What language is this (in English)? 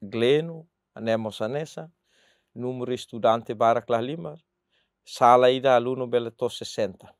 Tetum